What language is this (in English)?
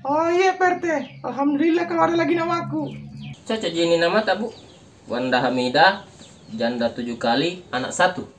Makassar Malay